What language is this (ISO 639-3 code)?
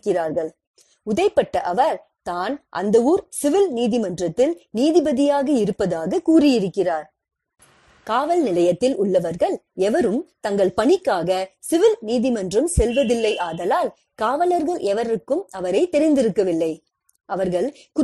tam